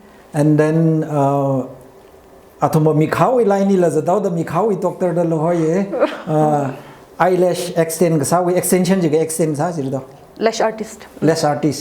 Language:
Tangkhul Naga (India)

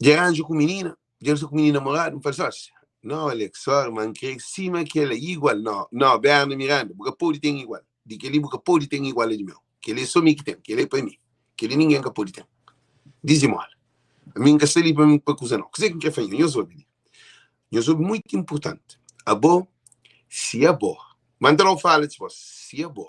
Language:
Kabuverdianu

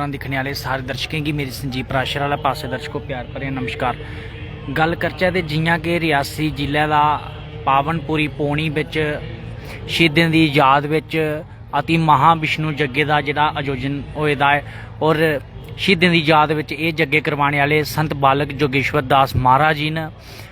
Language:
Dogri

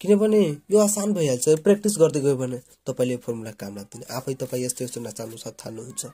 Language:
Nepali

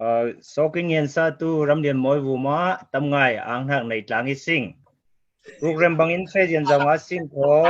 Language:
Falam Chin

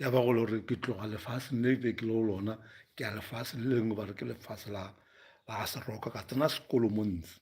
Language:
Northern Sotho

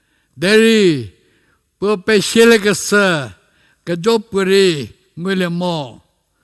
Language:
Angami Naga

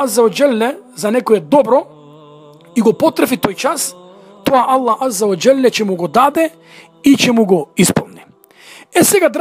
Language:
Macedonian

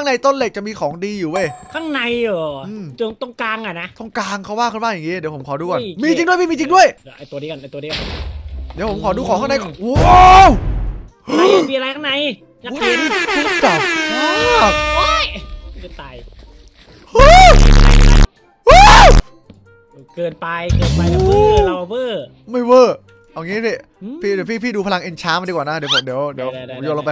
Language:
Thai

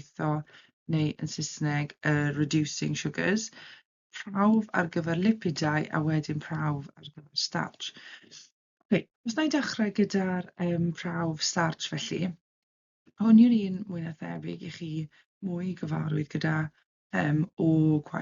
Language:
Welsh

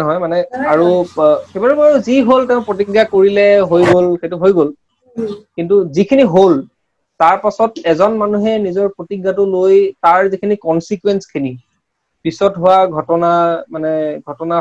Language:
Assamese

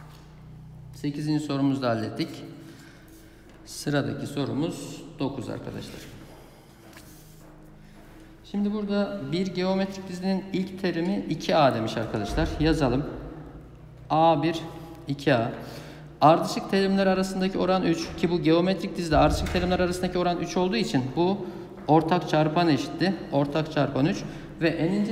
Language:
Turkish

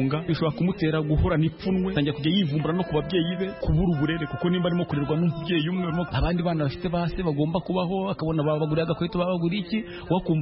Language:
Kinyarwanda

